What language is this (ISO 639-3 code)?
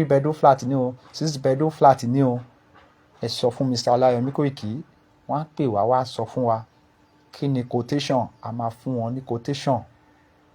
yor